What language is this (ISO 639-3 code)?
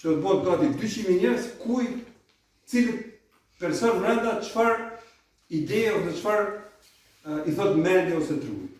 sqi